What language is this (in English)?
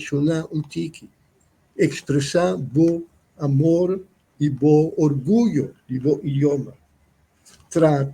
Papiamento